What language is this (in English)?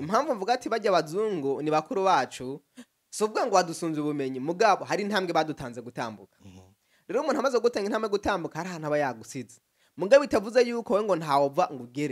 Rundi